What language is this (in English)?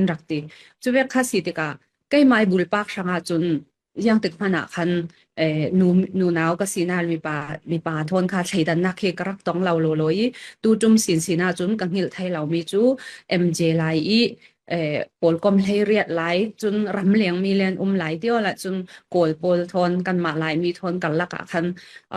Falam Chin